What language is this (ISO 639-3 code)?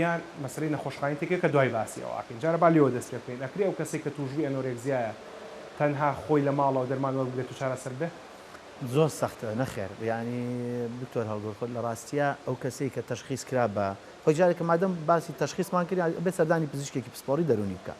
ckb